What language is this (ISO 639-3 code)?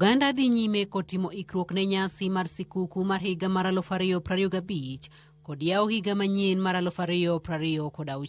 luo